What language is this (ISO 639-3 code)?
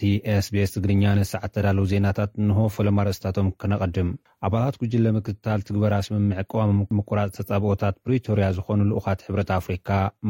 tir